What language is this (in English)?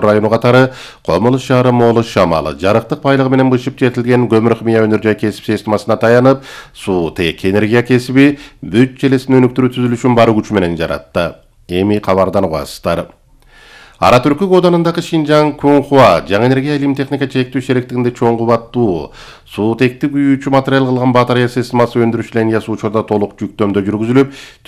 Kyrgyz